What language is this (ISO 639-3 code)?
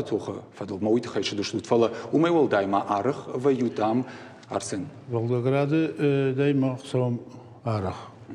oss